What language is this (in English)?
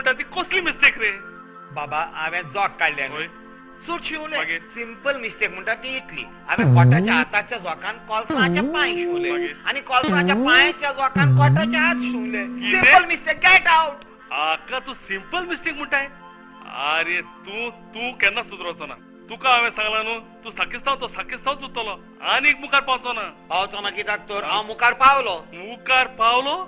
Konkani